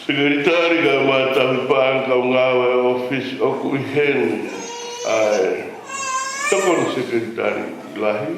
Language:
Tongan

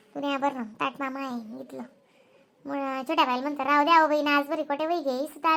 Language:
Khandesi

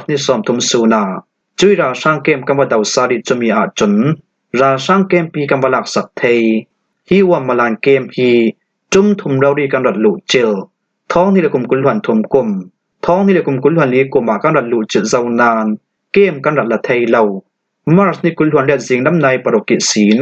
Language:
Falam Chin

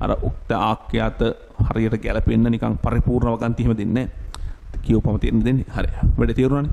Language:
Sinhala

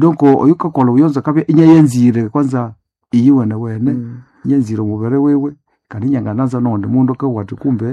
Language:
Nande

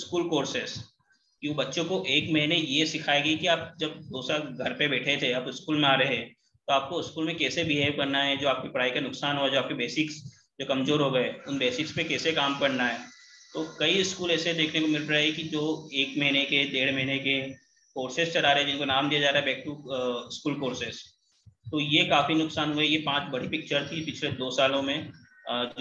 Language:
Hindi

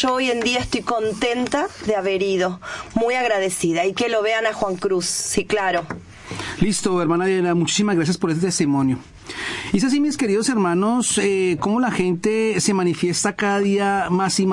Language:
Spanish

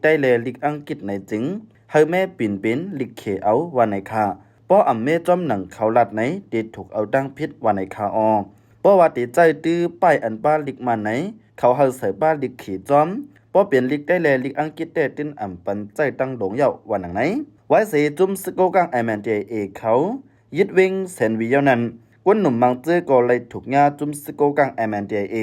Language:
Shan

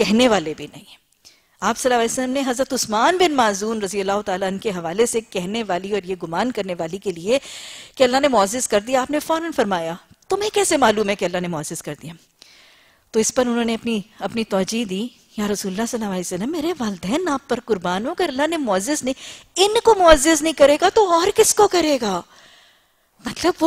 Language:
Urdu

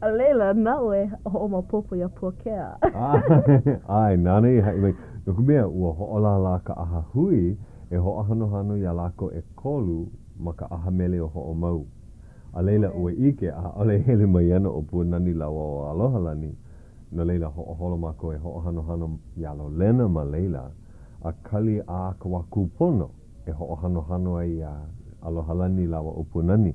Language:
Hawaiian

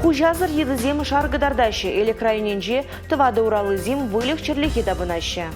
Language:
Chuvash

